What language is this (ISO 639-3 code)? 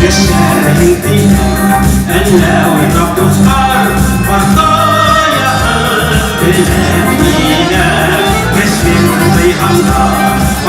bak